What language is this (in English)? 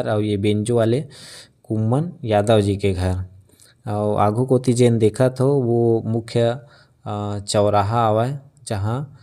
Chhattisgarhi